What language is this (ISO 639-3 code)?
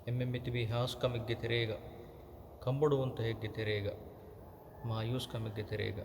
div